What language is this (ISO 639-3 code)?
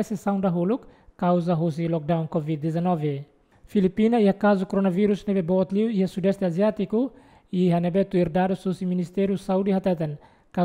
tet